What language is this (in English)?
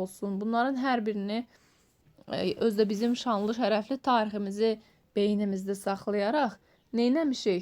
Azerbaijani